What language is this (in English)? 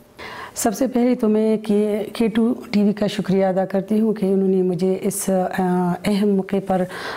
Urdu